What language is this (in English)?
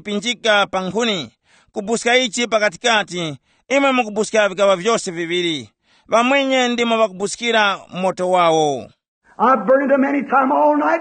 Tumbuka